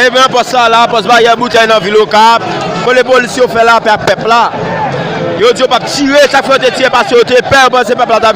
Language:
Haitian Creole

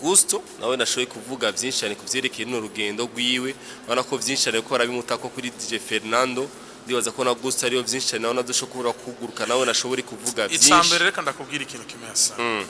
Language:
Rundi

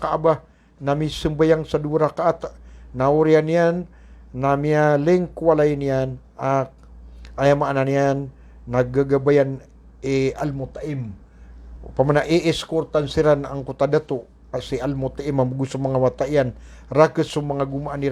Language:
Maranao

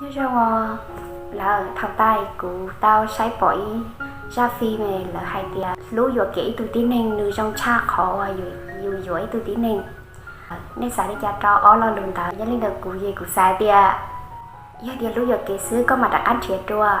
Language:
Hmong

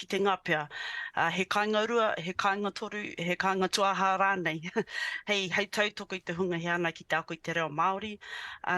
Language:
Māori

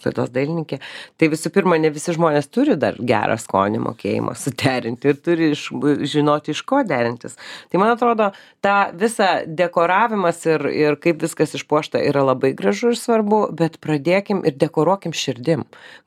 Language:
Lithuanian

